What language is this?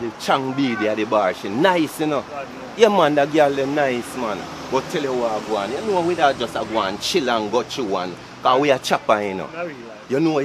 Jamaican Creole English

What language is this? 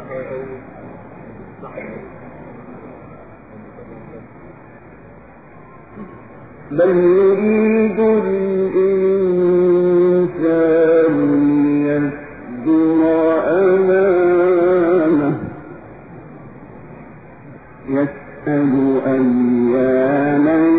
Arabic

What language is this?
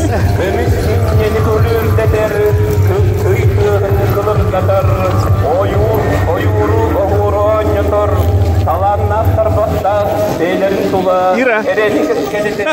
Yakut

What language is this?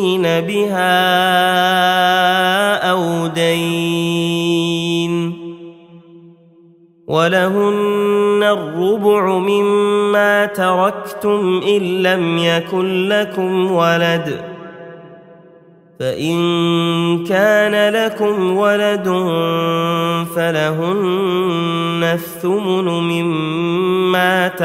Arabic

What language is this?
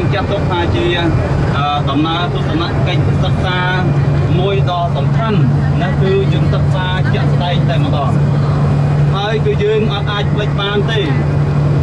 Khmer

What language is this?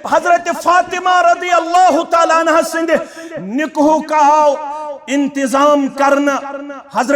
Kashmiri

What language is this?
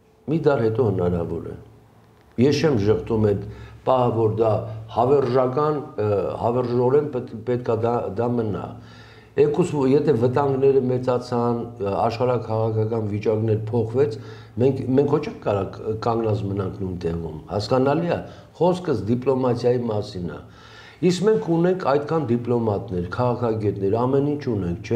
Armenian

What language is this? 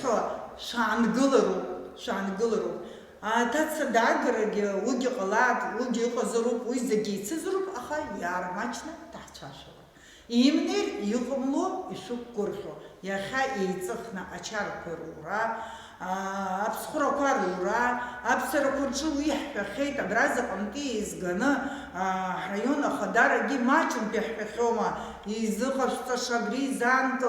Abkhazian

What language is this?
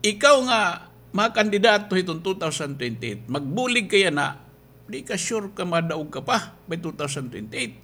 Waray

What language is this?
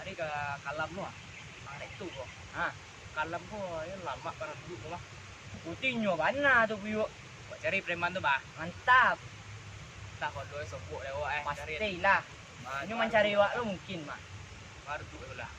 Minangkabau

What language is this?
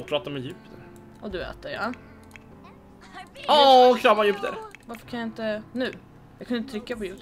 Swedish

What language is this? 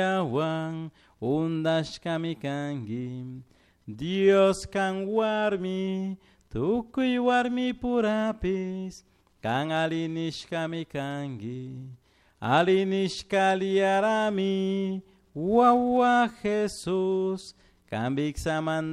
Chimborazo Highland Quichua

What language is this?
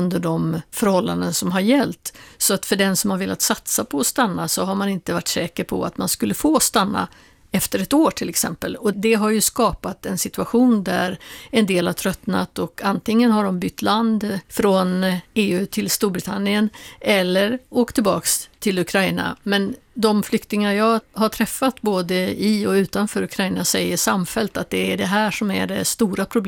Swedish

